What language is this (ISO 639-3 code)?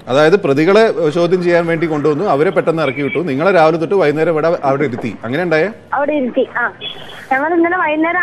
mal